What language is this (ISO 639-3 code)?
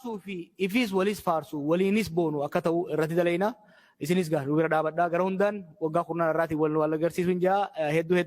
orm